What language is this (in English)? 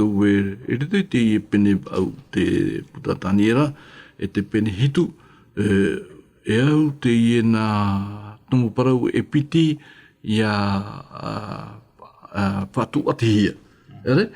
Tahitian